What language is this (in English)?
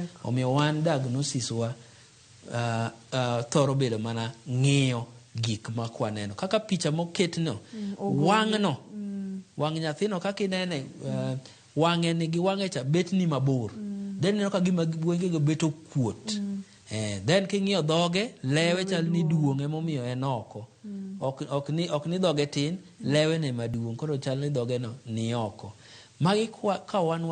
Luo (Kenya and Tanzania)